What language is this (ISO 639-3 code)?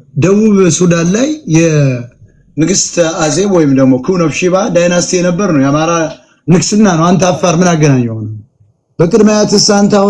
amh